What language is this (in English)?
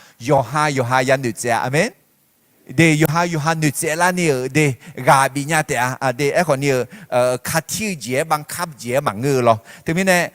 Akha